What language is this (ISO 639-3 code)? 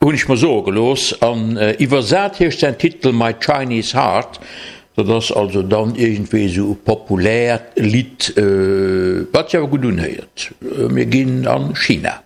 ltz